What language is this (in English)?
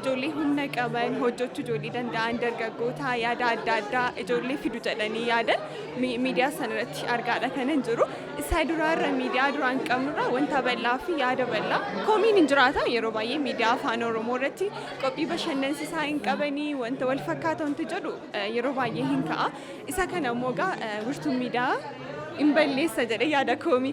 Oromo